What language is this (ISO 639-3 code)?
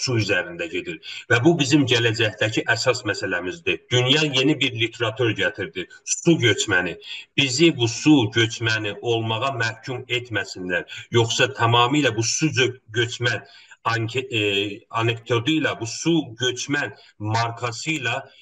azb